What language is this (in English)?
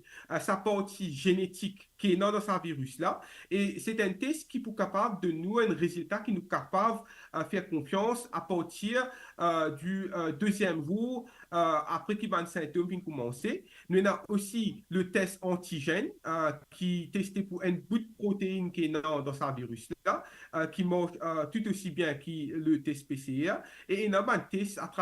Morisyen